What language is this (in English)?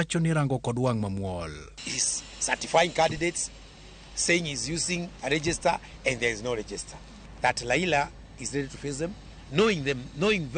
Luo (Kenya and Tanzania)